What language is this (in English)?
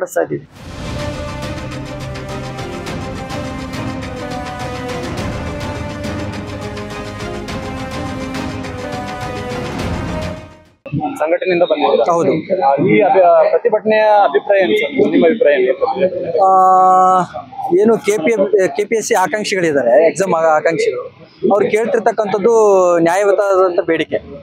Kannada